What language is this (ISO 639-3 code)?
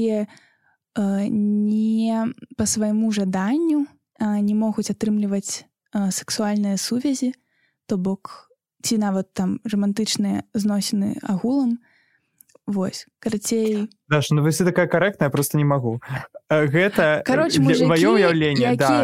bel